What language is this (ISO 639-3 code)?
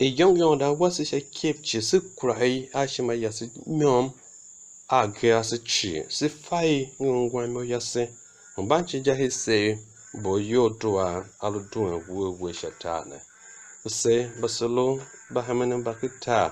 tiv